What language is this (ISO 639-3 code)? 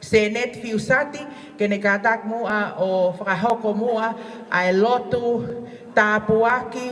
ton